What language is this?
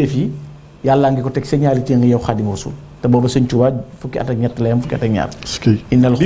Wolof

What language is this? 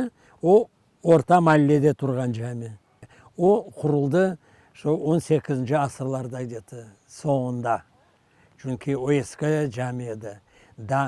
Crimean Tatar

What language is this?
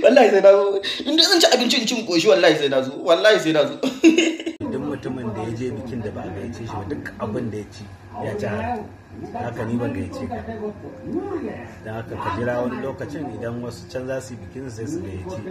Hausa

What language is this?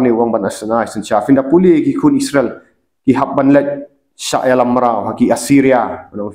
Khasi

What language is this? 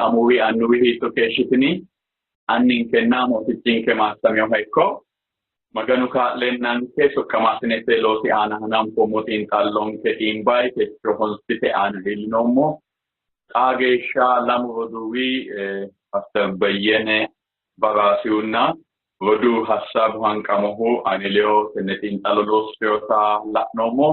Sidamo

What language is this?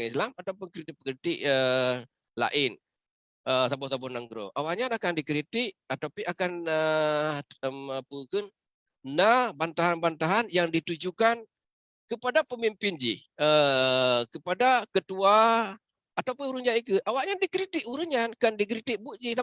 Achinese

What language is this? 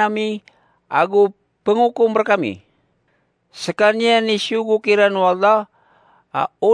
Maranao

